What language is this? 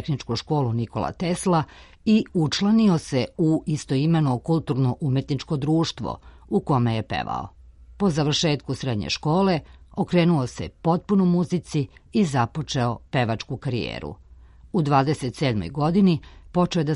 Serbian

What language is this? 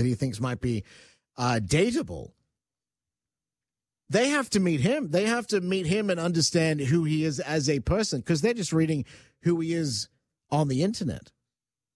English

